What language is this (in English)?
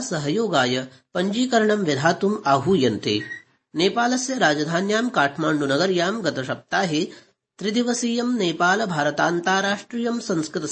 Sanskrit